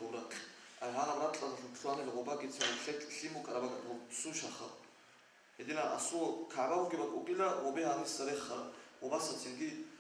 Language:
Avaric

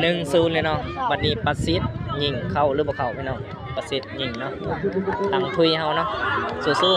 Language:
Lao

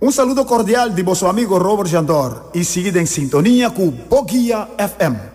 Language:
Papiamento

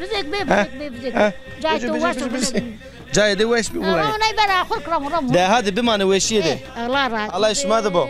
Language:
Zaza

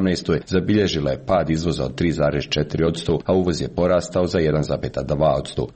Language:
Croatian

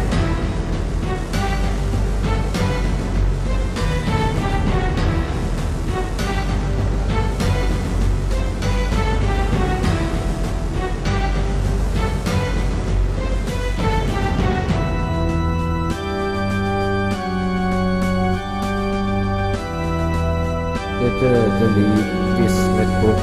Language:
Norwegian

